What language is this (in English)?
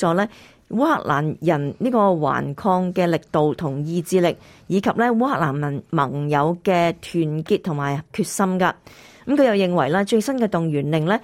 Cantonese